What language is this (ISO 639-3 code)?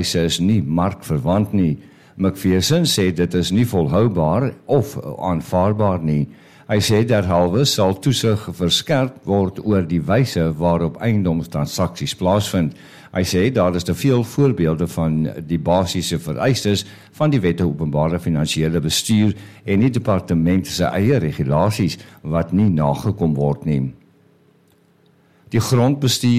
afr